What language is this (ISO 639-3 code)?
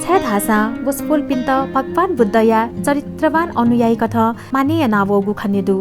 new